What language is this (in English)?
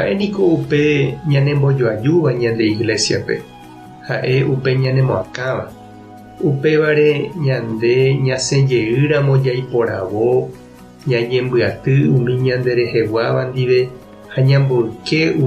Guarani